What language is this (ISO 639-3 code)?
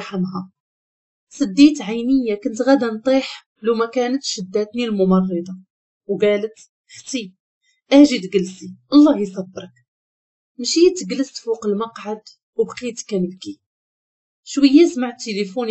ary